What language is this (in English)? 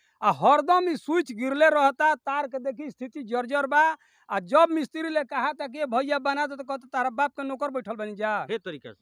Bhojpuri